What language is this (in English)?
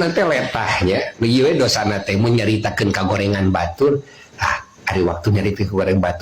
Sundanese